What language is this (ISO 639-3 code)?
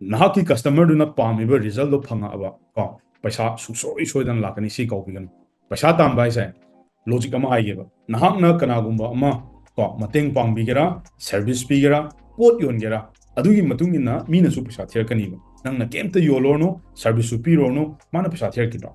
mni